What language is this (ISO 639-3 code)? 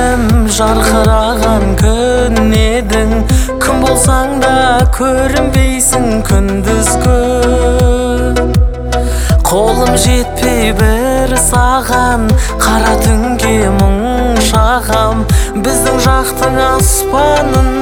kaz